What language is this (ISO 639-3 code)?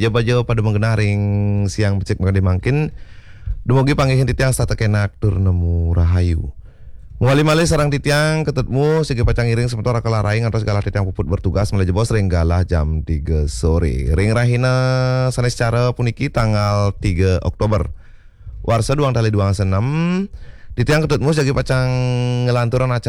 ban